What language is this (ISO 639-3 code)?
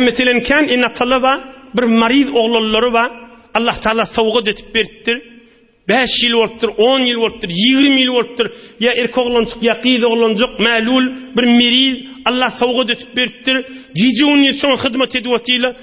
tuk